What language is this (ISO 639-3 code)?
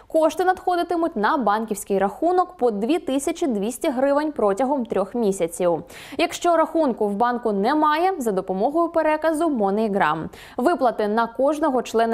ukr